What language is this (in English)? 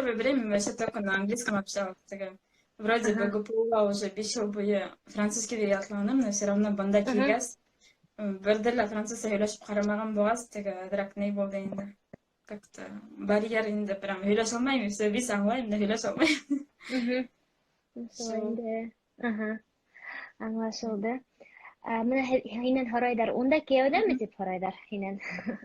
Bashkir